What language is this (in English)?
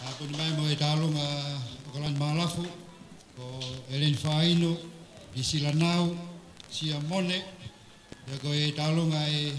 Tongan